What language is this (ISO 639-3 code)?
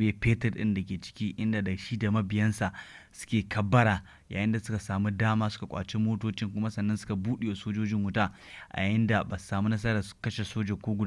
hau